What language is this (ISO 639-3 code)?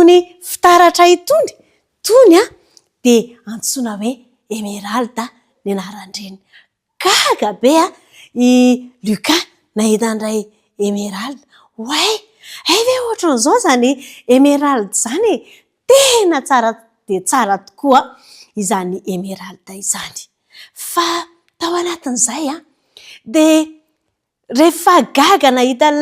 mlg